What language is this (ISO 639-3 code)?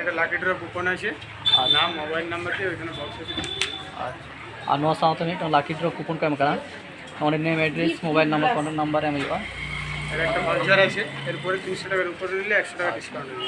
sat